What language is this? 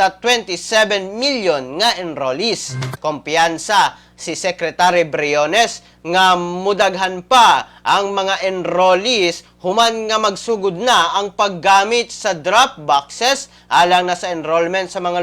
Cebuano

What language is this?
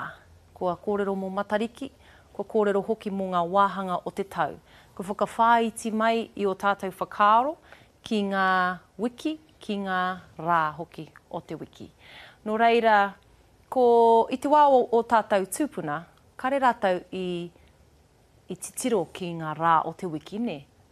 Māori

